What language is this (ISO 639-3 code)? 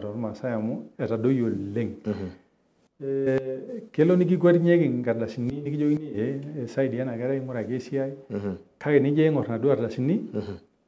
mas